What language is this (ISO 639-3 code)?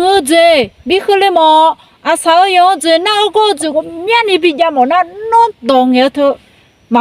ahk